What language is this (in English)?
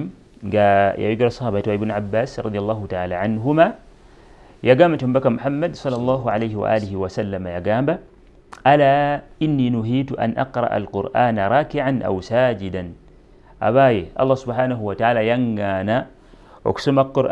Ganda